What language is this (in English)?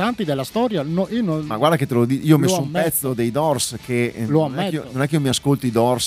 Italian